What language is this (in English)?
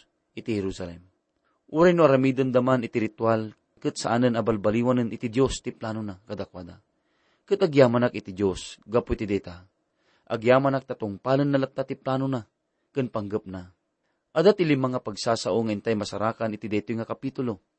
Iloko